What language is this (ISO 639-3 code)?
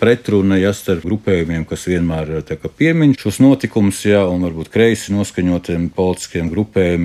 lav